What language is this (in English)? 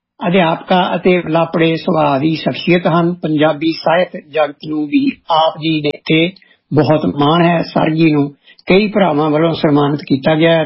Punjabi